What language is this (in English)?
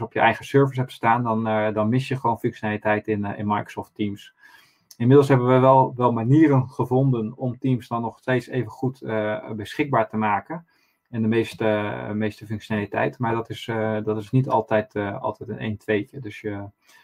Dutch